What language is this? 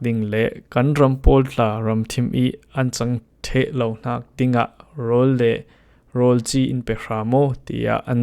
Falam Chin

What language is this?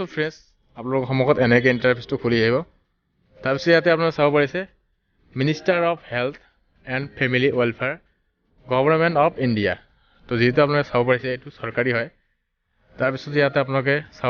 Assamese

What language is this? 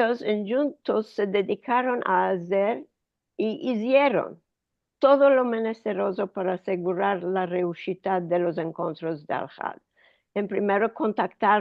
Ladino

